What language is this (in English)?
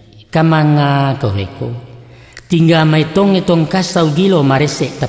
Minangkabau